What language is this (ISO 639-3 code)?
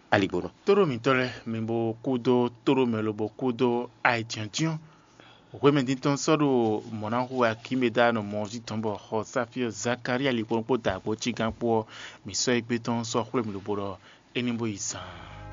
fon